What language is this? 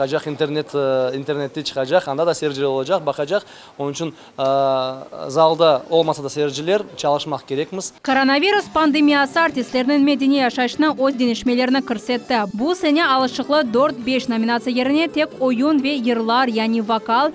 Crimean Tatar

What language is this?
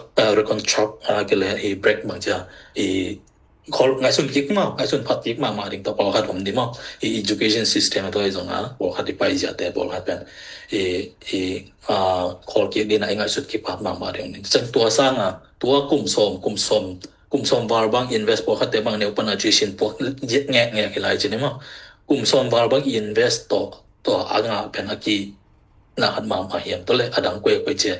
Tedim Chin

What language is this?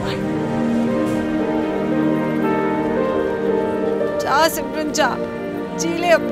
Hindi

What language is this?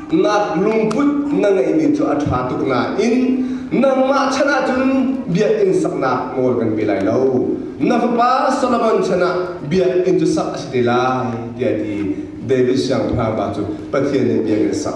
Hakha Chin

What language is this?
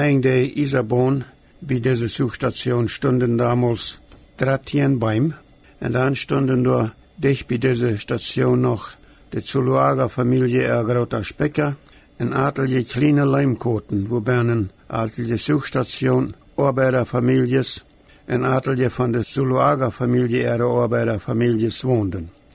Plautdietsch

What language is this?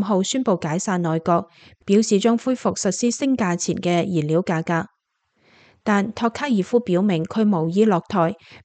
Cantonese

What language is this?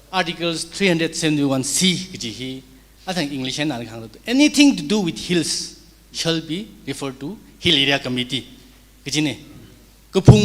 Tangkhul Naga (India)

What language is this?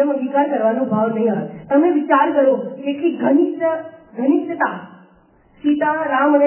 Gujarati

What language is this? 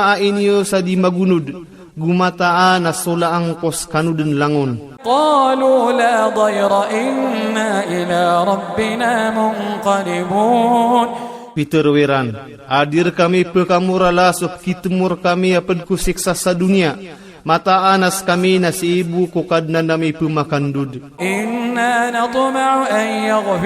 Iranun (Philippines)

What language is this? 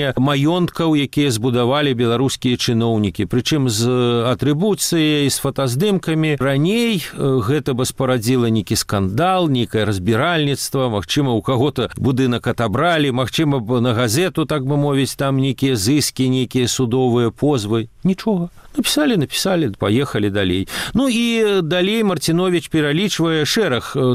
Belarusian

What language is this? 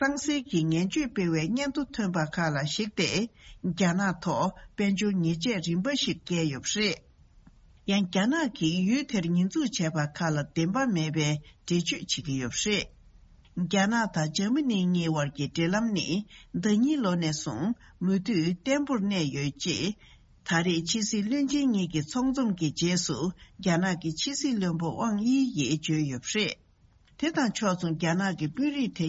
Tibetan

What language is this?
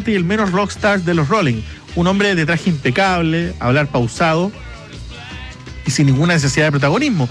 Spanish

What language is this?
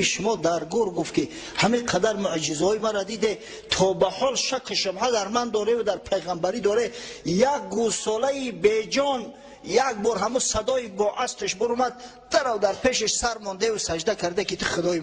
Tajik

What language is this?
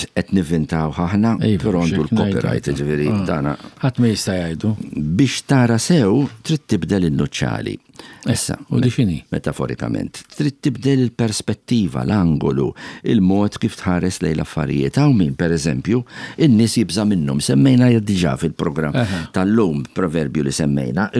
Maltese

